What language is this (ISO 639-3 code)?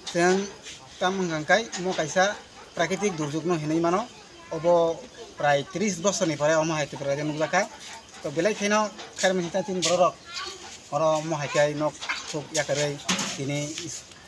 trp